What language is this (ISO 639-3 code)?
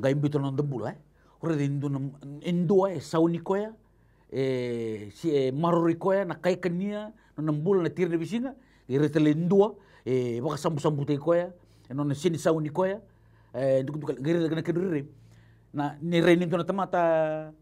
fij